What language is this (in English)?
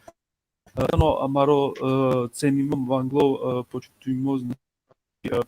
Balkan Romani